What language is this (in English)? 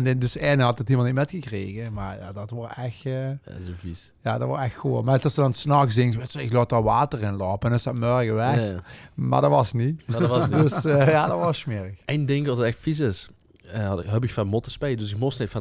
Limburgish